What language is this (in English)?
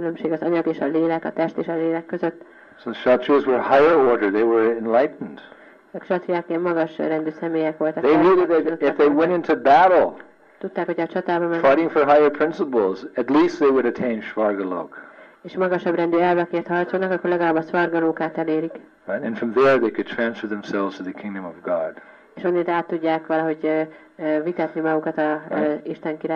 Hungarian